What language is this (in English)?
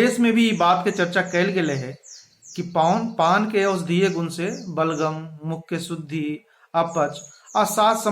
Magahi